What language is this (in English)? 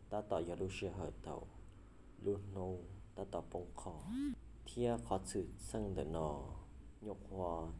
Hmong